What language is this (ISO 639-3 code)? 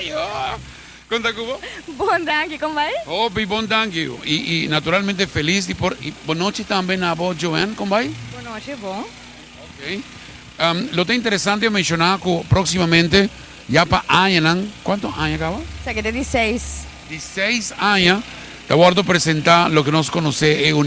pap